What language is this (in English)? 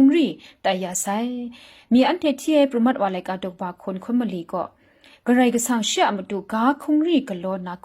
Kachin